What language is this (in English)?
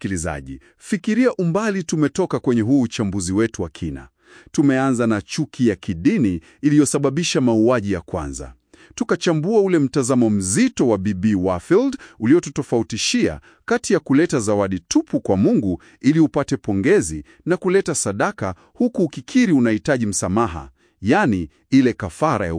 Swahili